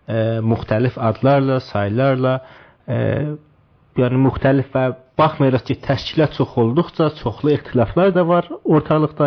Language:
South Azerbaijani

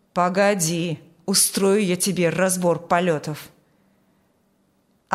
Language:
Russian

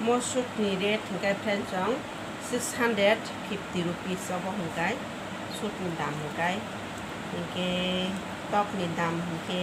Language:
Kok Borok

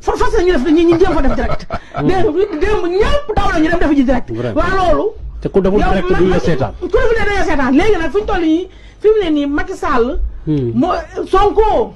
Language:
Wolof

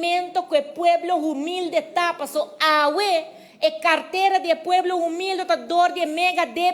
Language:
Papiamento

